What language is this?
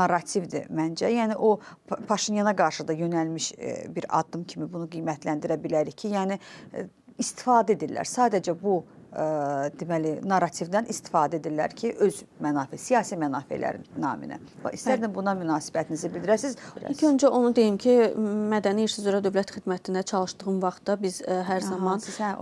Azerbaijani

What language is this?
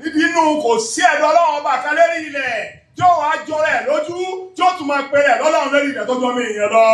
Yoruba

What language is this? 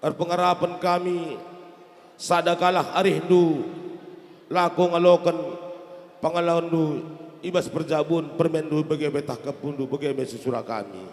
Batak Karo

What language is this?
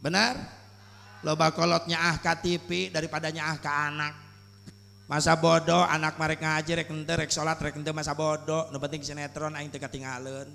Sundanese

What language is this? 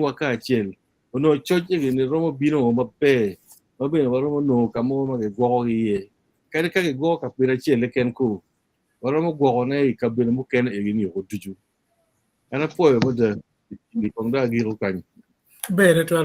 Acoli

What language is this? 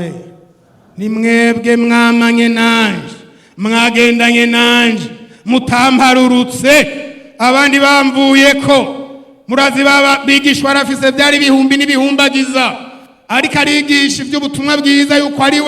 Rundi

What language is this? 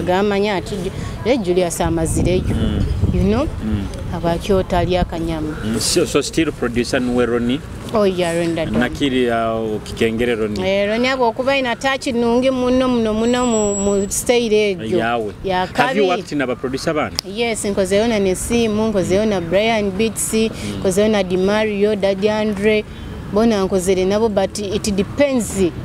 Nyoro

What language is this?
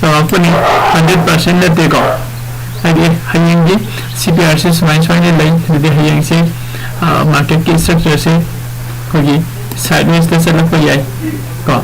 Manipuri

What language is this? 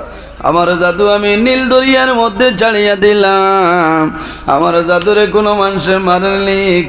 Sylheti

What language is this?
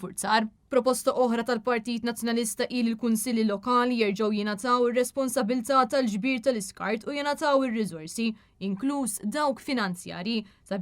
Maltese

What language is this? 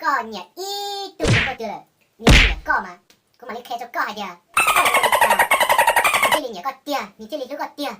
Hmong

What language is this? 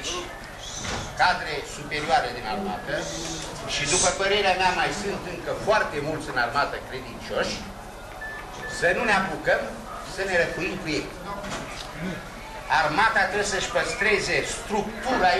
Romanian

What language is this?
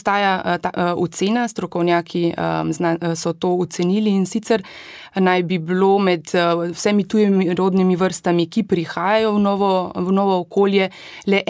Slovenian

